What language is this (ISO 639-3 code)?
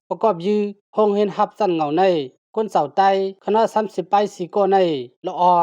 shn